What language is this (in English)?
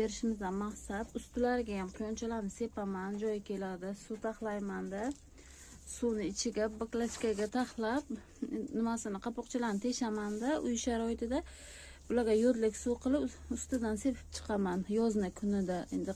Uzbek